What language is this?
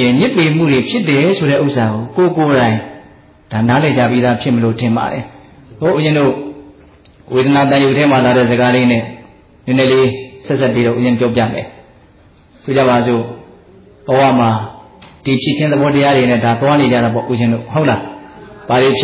Burmese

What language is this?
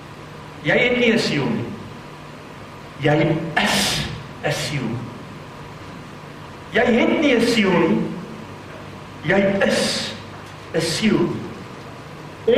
Afrikaans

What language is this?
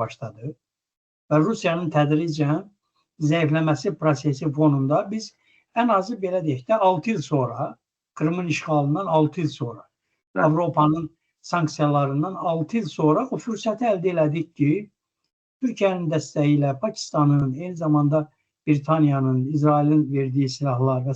Azerbaijani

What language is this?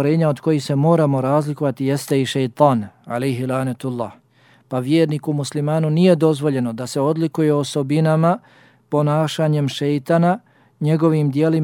Bosnian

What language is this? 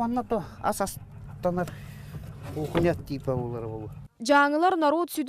Yakut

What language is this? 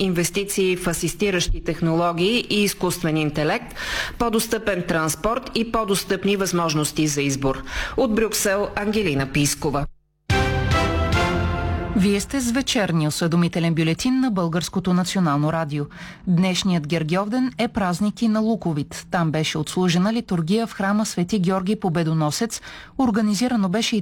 Bulgarian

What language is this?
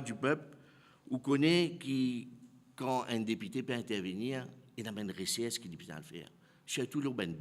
Morisyen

